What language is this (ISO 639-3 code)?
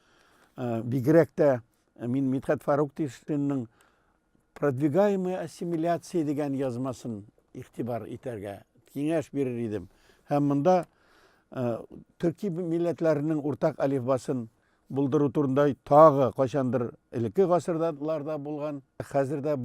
tat